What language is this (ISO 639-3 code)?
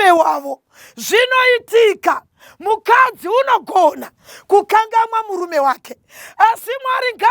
sna